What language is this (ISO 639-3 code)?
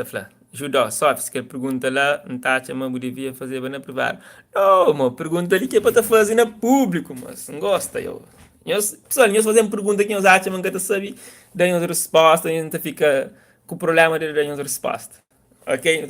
kea